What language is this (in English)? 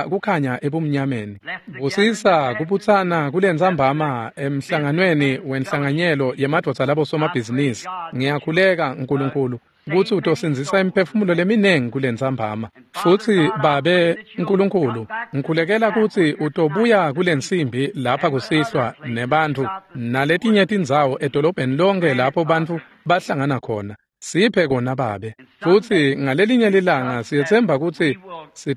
Swati